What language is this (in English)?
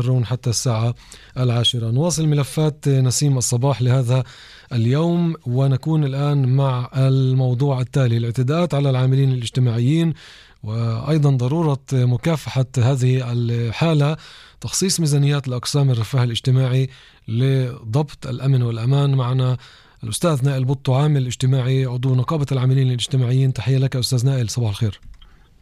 North Levantine Arabic